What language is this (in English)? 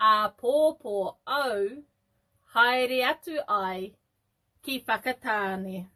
Māori